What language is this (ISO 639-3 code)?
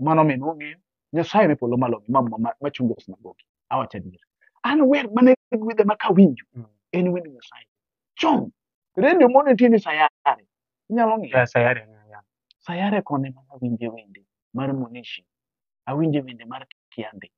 luo